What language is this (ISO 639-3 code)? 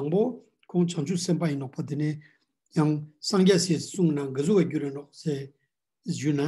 lbj